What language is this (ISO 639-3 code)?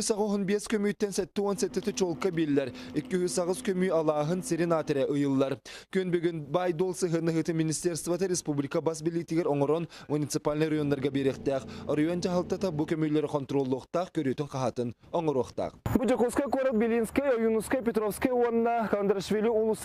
sah